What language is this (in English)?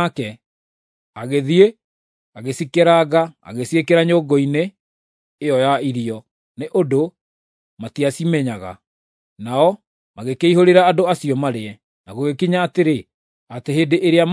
Kikuyu